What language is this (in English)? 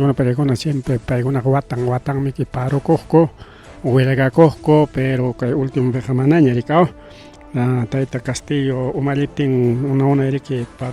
Ayacucho Quechua